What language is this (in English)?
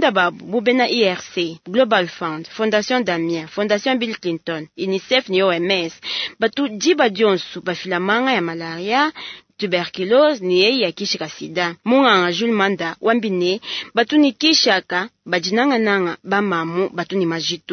Luba-Lulua